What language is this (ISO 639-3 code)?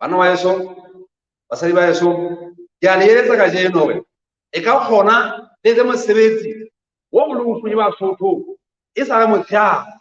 sot